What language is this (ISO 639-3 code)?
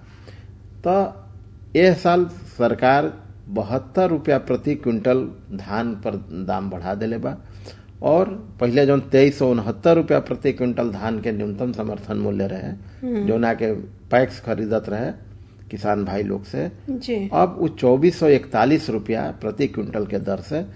bho